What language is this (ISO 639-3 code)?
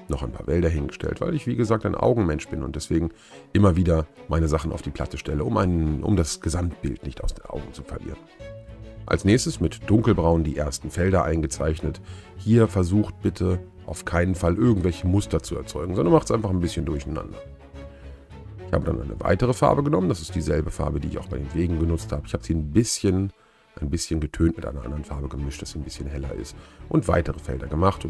deu